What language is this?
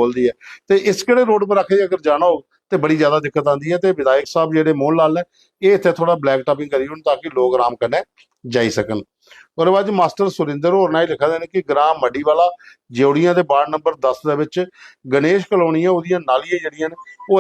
Dogri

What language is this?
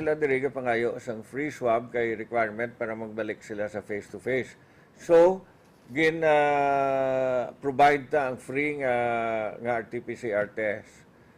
Hiligaynon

